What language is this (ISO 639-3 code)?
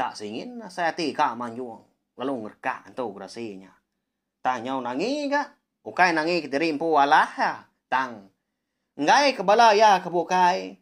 iba